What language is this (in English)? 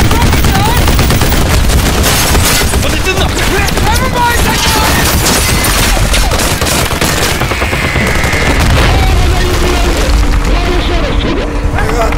Russian